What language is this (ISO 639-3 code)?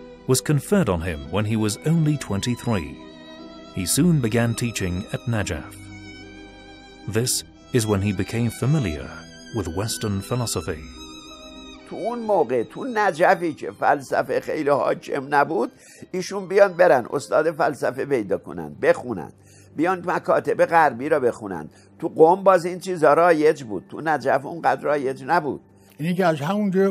fas